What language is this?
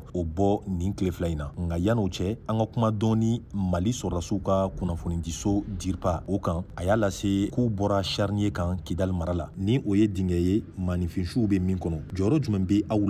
Bambara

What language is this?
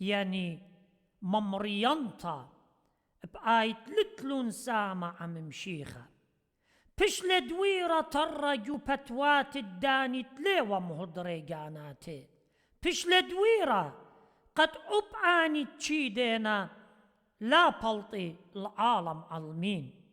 Assyrian Neo-Aramaic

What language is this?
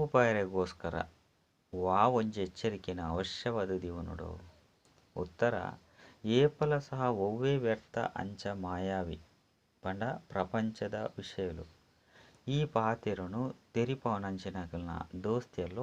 Tulu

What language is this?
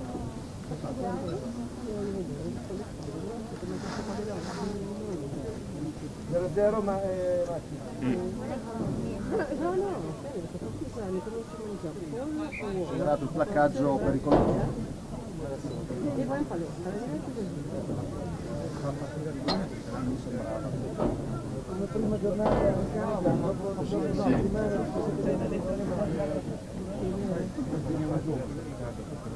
Italian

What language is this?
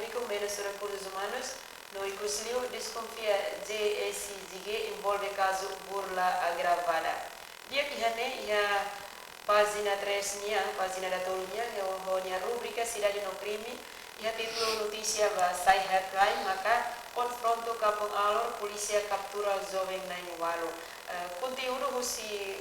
Tetum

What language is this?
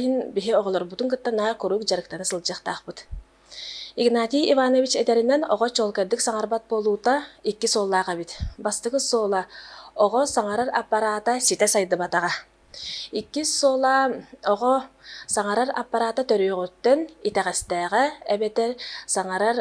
Yakut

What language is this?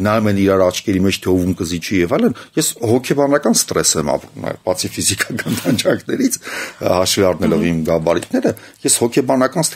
Armenian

